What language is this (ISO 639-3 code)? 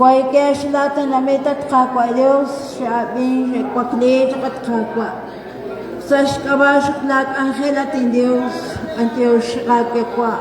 kek